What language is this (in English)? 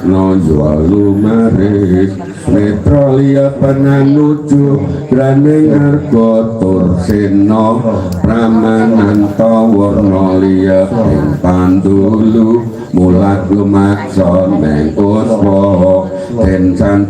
Javanese